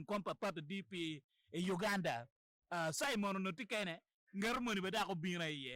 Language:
Acoli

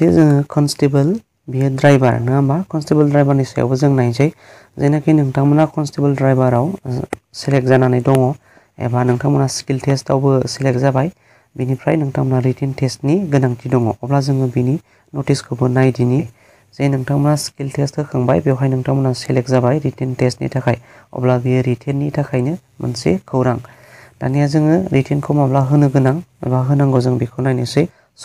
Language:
Bodo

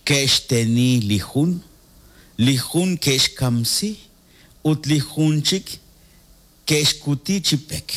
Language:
Kekchí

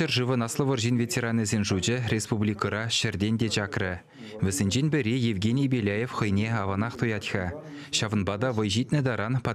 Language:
Chuvash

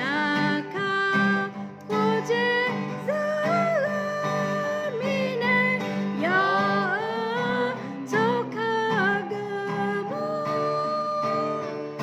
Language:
Akha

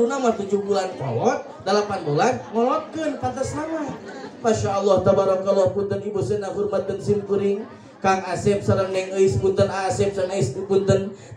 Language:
Sundanese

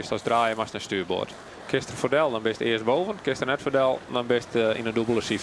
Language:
Western Frisian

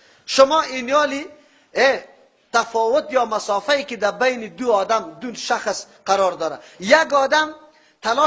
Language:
Persian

